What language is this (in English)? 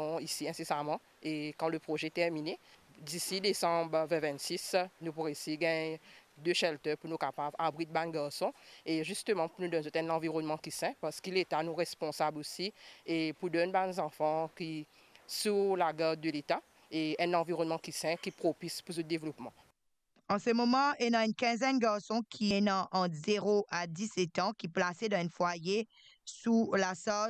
Morisyen